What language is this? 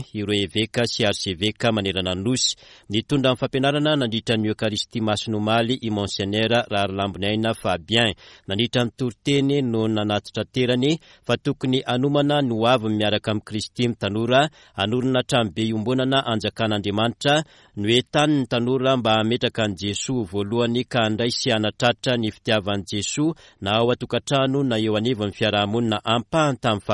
Malagasy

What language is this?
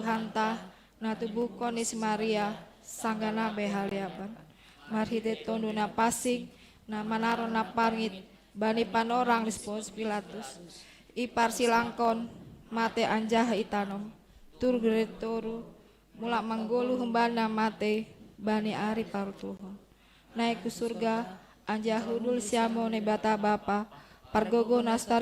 Batak Simalungun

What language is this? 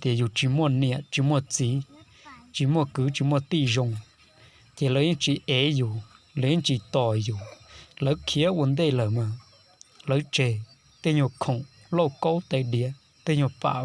Hmong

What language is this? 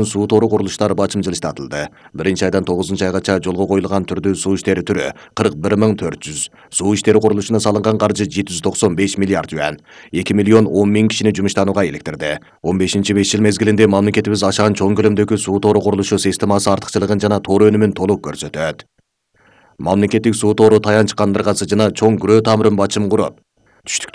Kyrgyz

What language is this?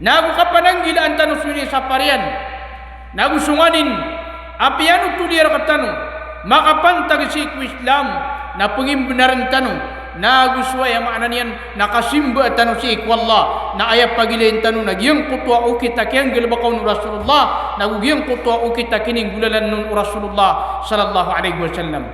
Maranao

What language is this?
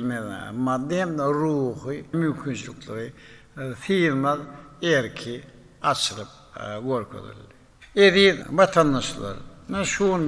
Turkmen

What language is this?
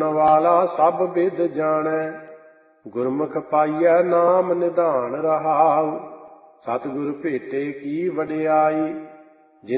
Punjabi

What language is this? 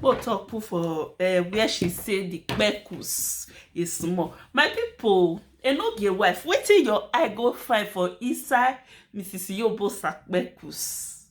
Nigerian Pidgin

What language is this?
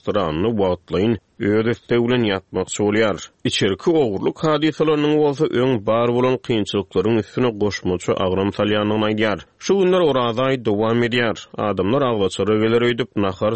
Turkmen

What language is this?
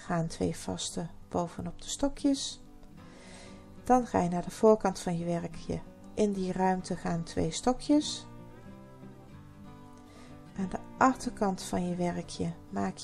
Dutch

